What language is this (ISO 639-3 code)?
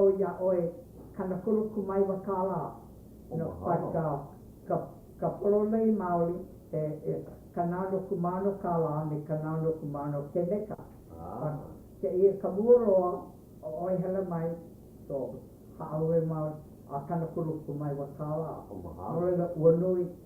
haw